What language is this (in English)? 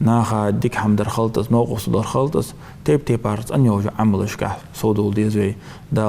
Ingush